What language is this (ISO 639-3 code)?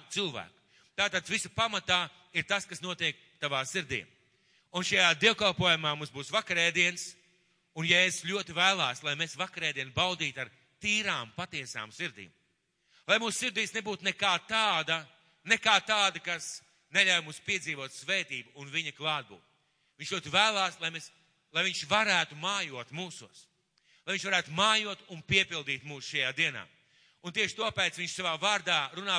lav